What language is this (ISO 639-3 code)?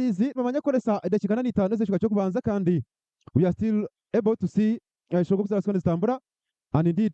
nyn